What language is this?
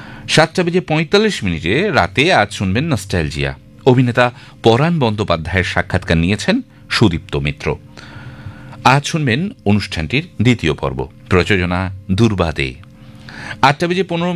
Bangla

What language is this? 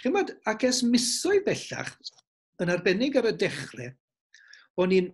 Welsh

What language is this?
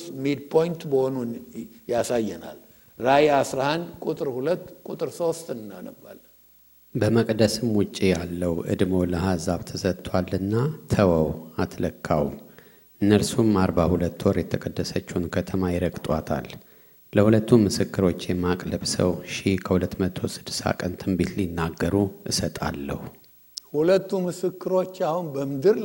Amharic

